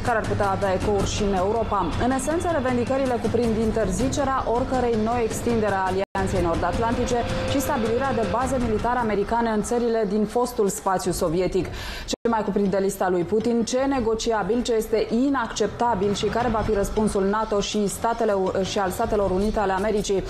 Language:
Romanian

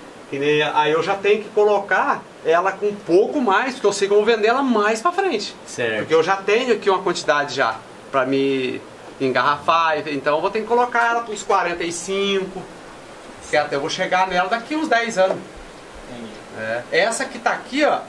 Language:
Portuguese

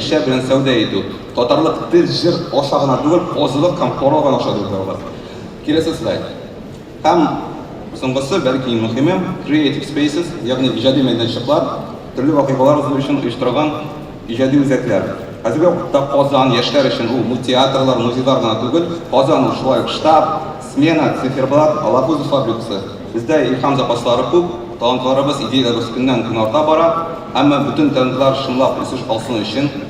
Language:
Tatar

